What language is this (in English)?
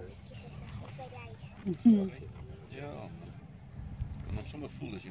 Afrikaans